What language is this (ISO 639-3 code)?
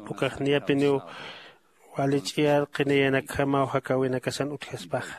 aym